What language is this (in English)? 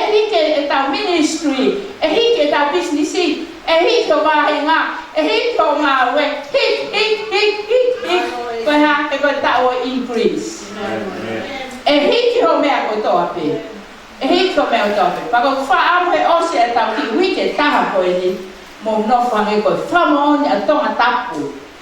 Tongan